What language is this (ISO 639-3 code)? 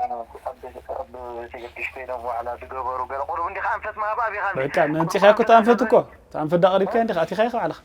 tir